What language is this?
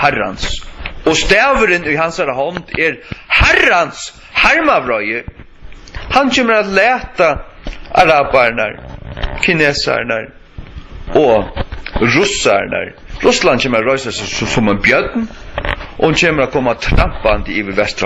Faroese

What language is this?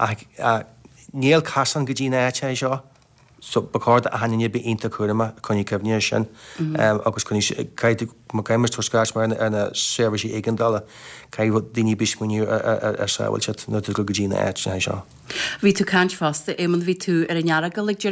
Irish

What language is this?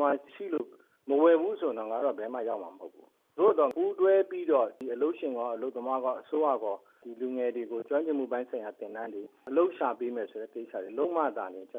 Burmese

